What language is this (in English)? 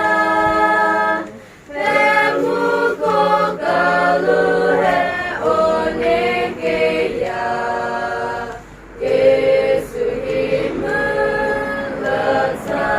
S'gaw Karen